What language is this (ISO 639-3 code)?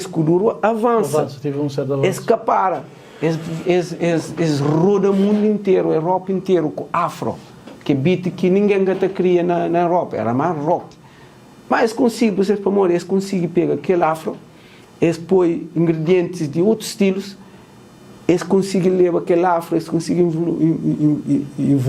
kea